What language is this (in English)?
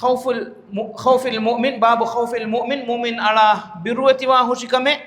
Divehi